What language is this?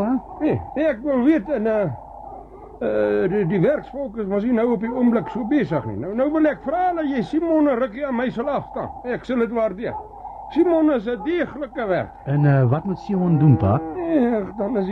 Afrikaans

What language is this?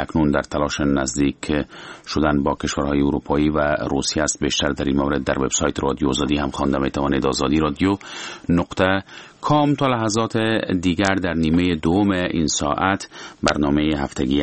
Persian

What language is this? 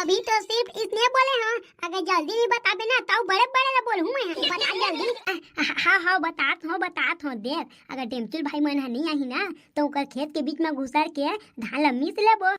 Chhattisgarhi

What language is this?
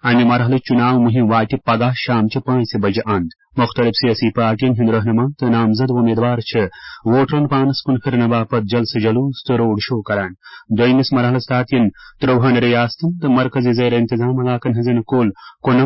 Kashmiri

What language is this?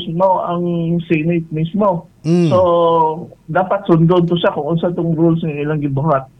Cebuano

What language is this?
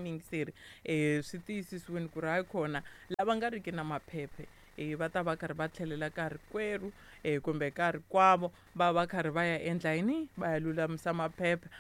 Tsonga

